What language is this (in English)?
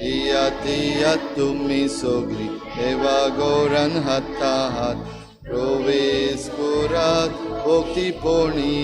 Konkani